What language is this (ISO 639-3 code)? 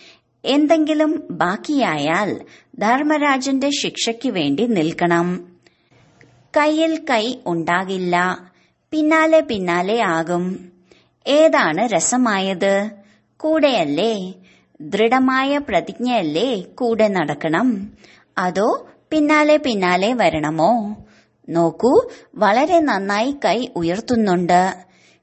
mal